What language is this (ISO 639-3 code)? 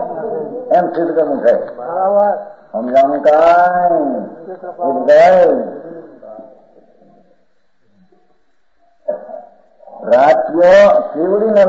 guj